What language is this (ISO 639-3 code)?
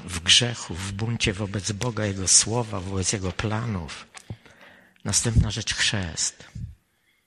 pol